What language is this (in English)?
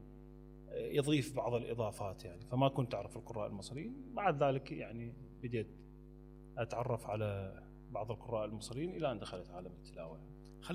Mesopotamian Arabic